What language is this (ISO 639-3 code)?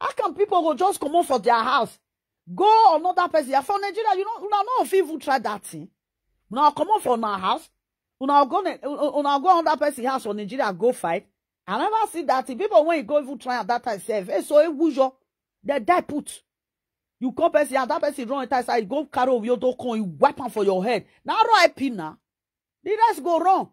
pcm